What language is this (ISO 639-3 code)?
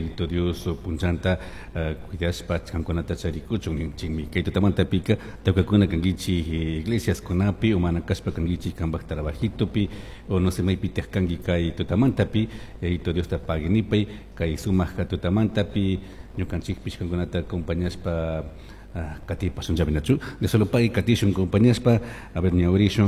qug